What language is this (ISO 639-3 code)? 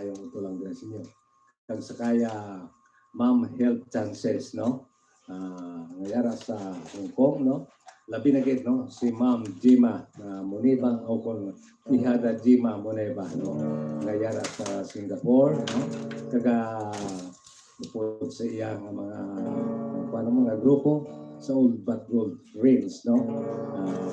hil